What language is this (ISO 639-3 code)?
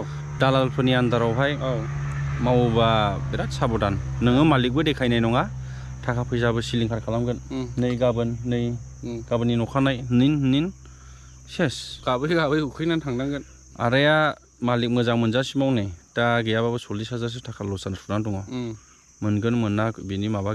brx